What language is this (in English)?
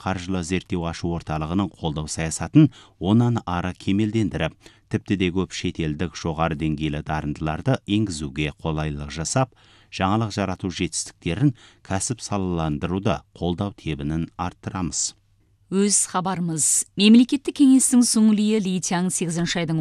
Kazakh